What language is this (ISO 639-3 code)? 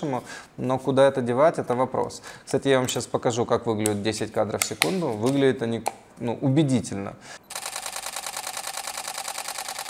rus